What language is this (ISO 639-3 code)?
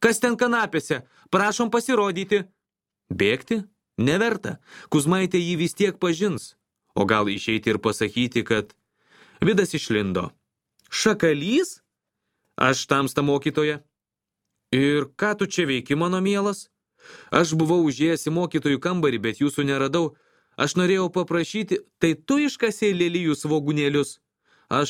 lit